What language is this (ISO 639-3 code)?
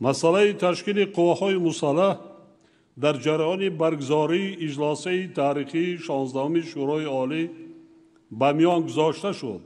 tgk